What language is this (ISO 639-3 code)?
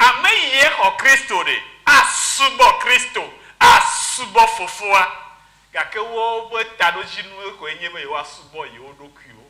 ewe